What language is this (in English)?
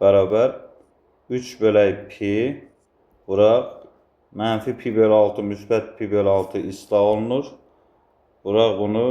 Azerbaijani